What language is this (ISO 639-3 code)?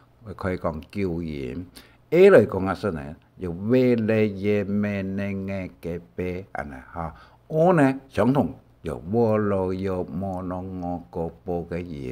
hak